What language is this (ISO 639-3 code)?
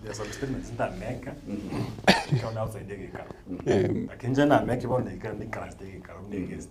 guz